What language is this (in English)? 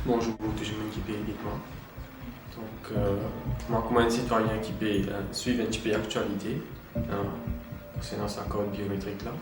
Morisyen